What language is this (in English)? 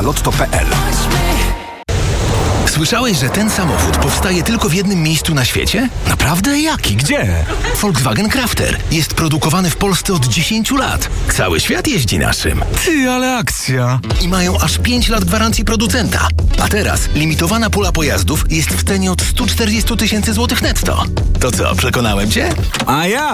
Polish